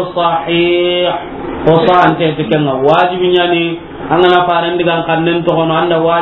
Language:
Soninke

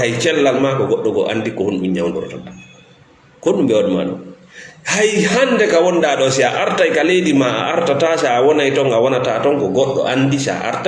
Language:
Fula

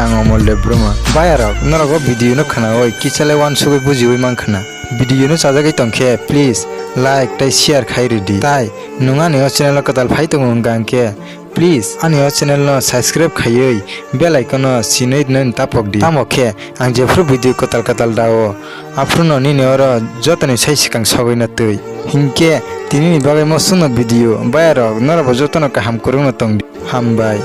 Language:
Kok Borok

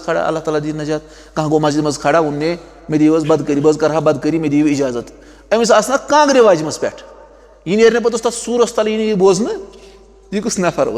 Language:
Kashmiri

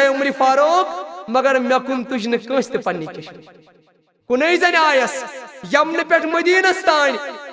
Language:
Kashmiri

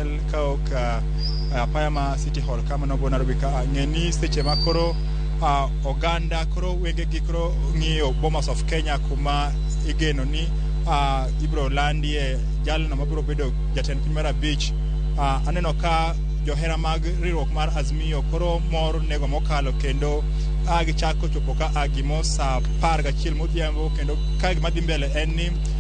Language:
Luo (Kenya and Tanzania)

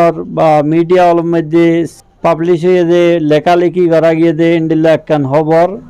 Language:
Rohingya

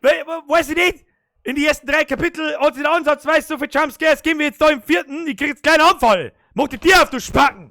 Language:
Bavarian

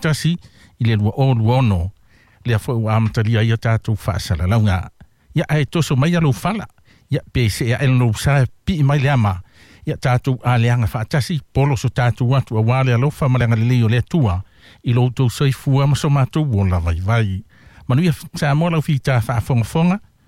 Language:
Samoan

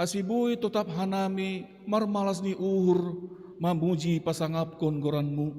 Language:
Batak Simalungun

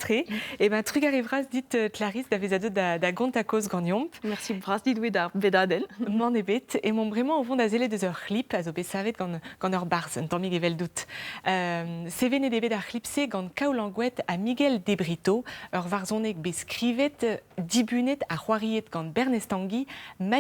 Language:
Breton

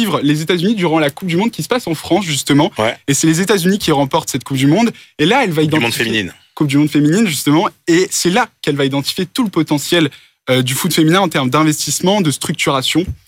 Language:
French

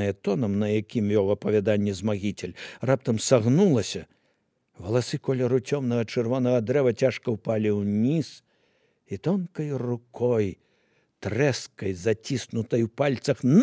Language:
Belarusian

